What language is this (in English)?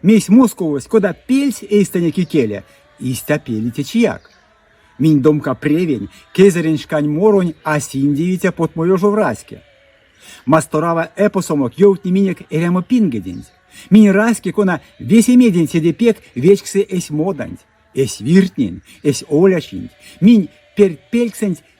Erzya